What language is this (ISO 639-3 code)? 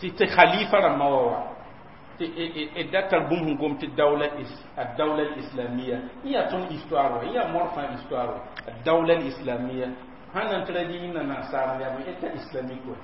mos